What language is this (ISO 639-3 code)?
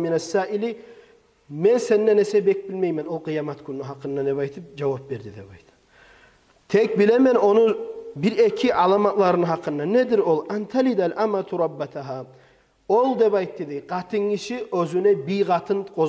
kum